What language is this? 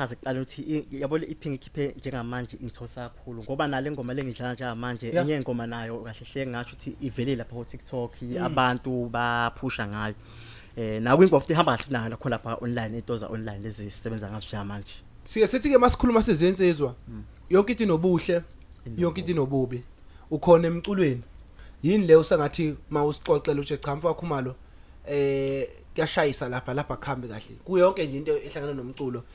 Zulu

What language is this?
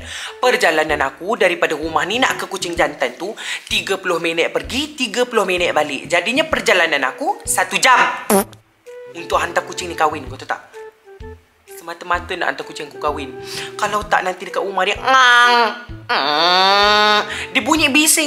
Malay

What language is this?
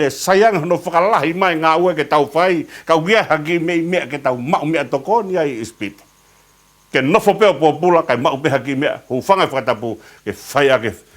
Tongan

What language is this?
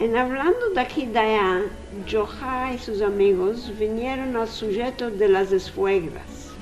Ladino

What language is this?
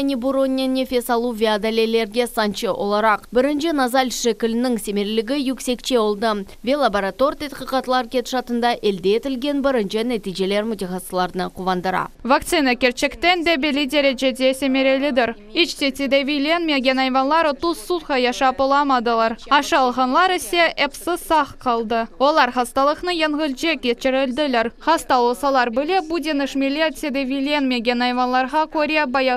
Crimean Tatar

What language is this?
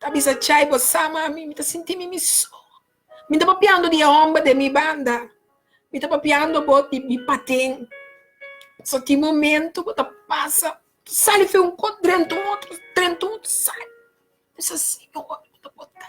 Papiamento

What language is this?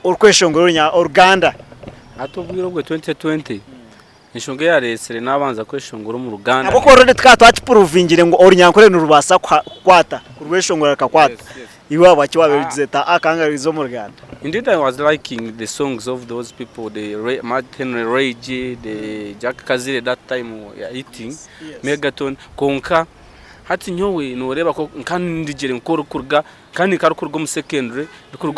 Nyankole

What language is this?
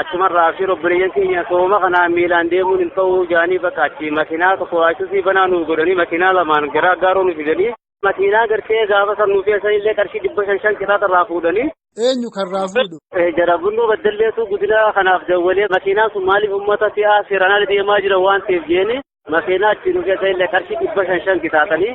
Oromo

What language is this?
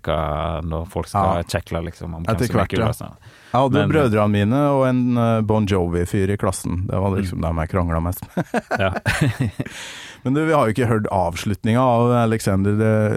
Norwegian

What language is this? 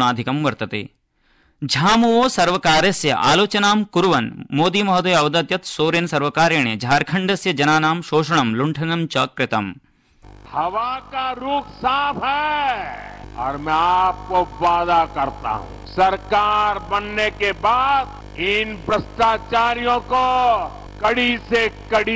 Sanskrit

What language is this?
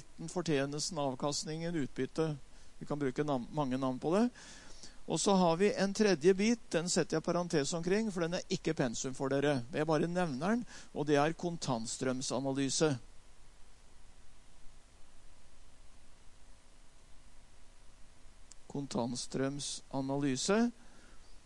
Norwegian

